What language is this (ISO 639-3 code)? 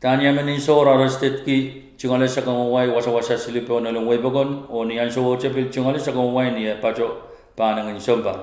pon